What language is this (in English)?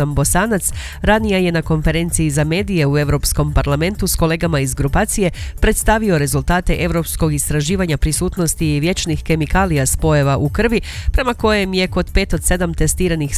Croatian